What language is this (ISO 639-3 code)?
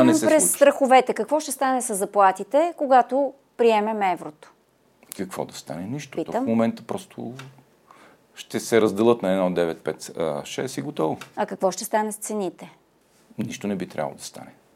bul